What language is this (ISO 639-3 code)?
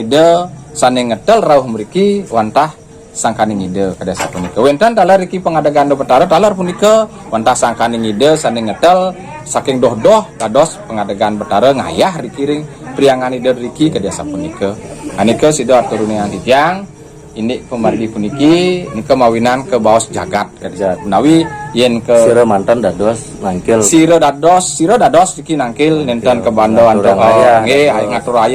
ban